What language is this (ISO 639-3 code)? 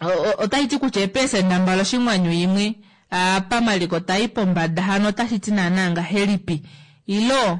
kua